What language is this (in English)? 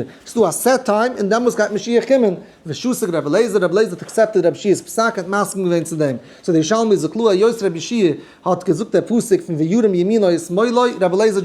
Yiddish